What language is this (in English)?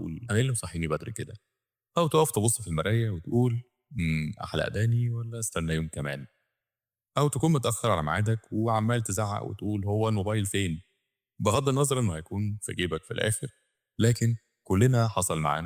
Egyptian Arabic